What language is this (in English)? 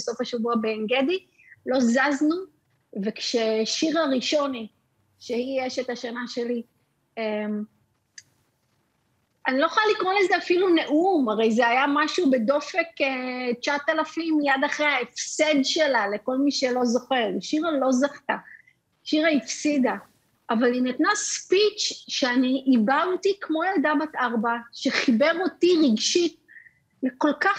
Hebrew